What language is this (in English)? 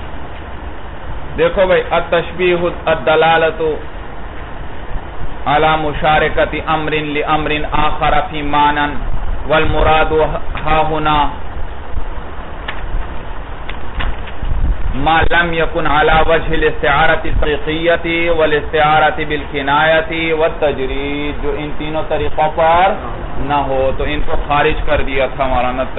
Urdu